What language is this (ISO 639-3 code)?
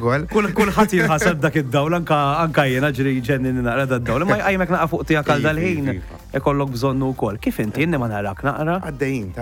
mlt